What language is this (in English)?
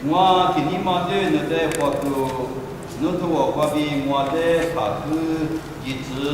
Lisu